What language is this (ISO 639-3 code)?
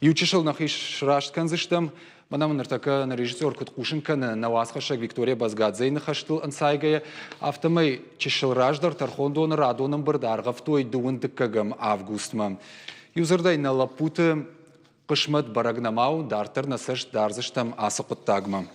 oss